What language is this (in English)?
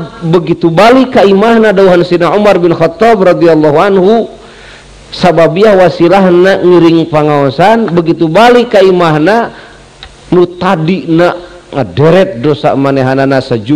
Sundanese